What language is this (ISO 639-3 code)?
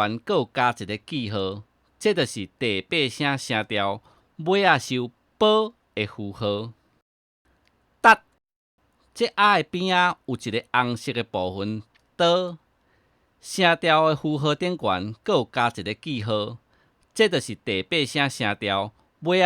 nan